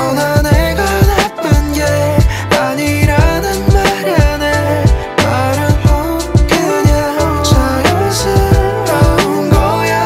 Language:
Korean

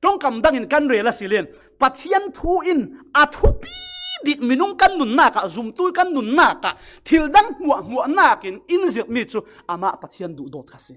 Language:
Falam Chin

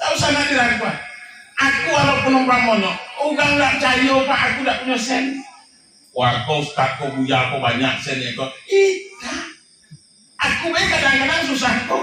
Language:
Minangkabau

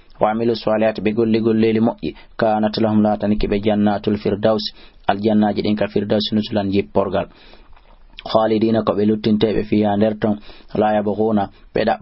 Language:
Fula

